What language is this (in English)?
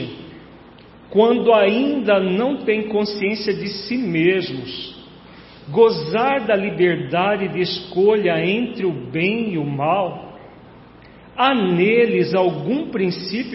Portuguese